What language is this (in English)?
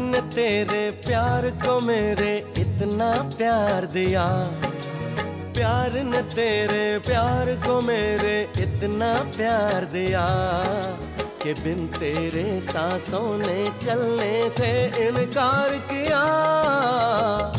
Hindi